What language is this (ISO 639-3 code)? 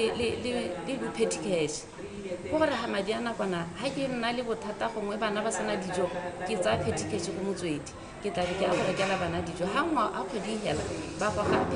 tsn